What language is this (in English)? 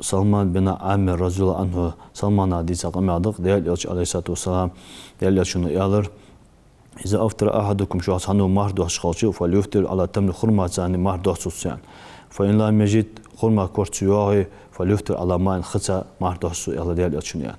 Ingush